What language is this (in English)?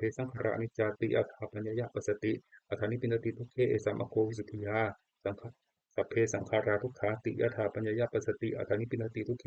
Pali